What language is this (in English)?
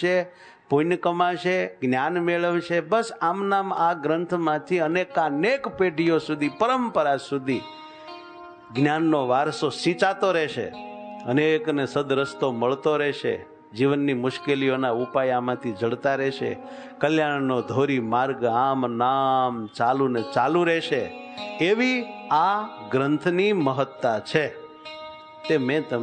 Gujarati